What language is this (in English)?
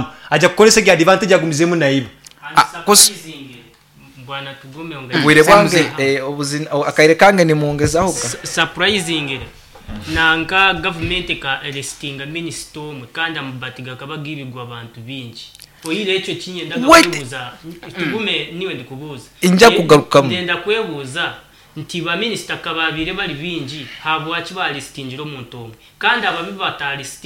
Nyoro